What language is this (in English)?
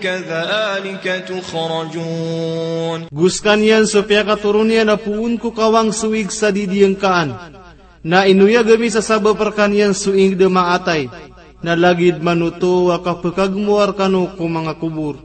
Maranao